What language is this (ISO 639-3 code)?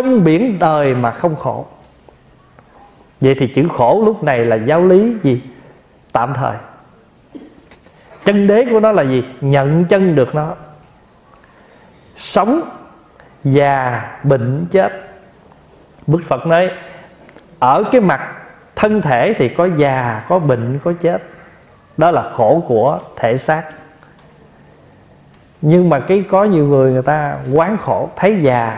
vie